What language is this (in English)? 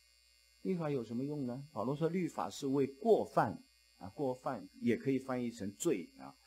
Chinese